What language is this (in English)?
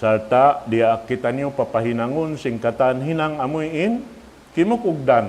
Tausug